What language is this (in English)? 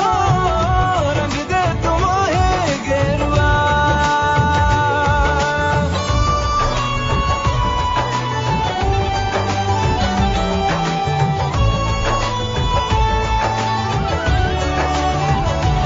Bangla